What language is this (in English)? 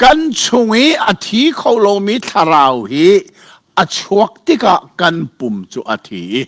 Hakha Chin